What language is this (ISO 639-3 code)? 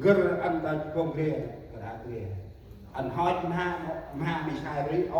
cmo